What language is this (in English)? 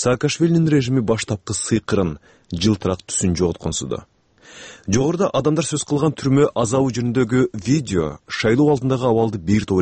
Kyrgyz